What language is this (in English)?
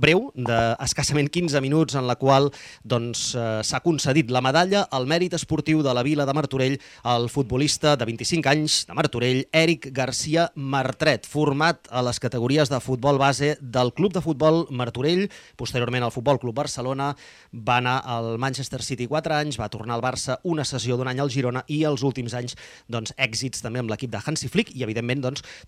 Catalan